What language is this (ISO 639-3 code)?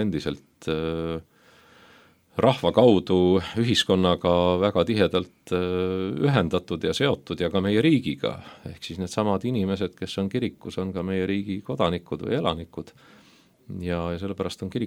est